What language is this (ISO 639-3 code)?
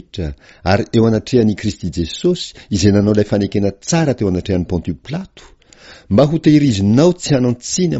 mlg